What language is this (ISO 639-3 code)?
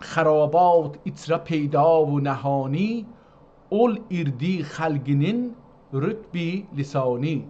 azb